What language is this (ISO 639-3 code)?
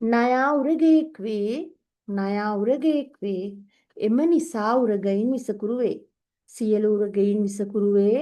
sin